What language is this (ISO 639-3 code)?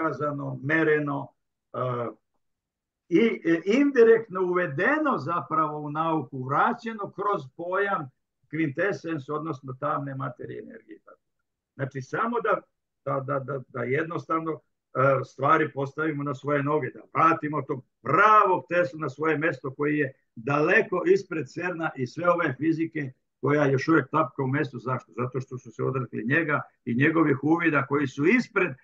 srp